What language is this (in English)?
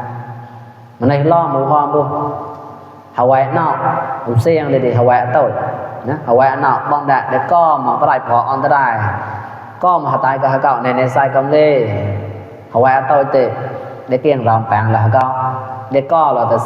Mon